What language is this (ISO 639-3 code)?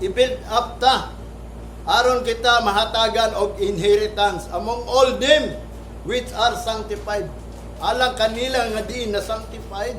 ceb